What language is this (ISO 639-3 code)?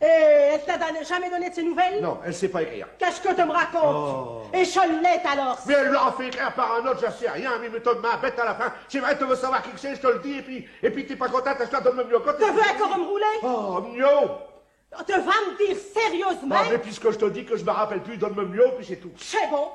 pcd